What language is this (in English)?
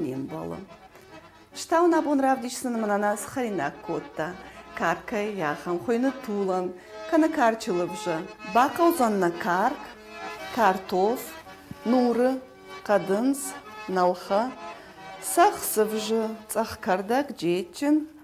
Ossetic